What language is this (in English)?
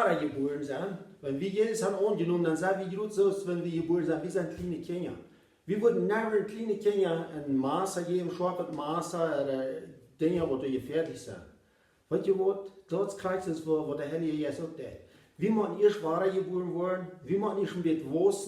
Plautdietsch